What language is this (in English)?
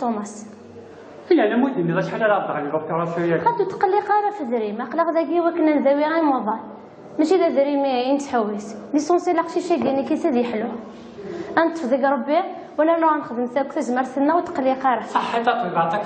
Kabyle